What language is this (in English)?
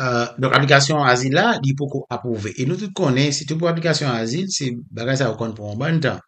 Haitian Creole